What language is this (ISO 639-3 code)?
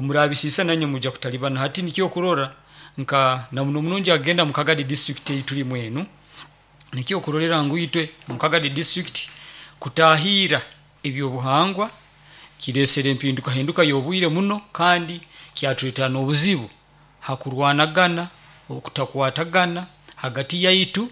nyo